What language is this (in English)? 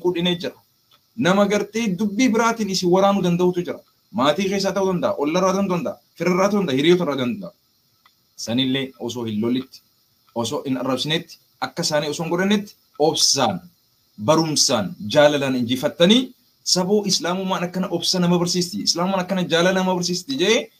Oromo